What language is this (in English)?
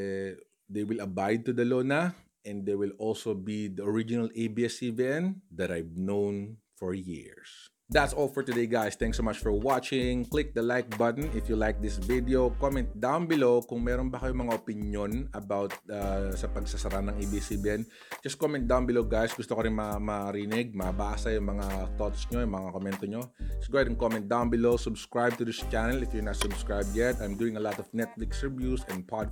Filipino